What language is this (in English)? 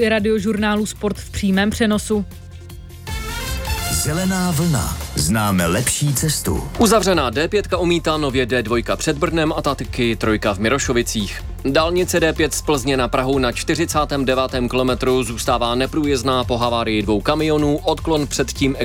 Czech